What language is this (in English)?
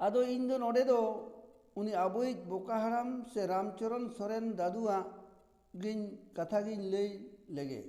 Santali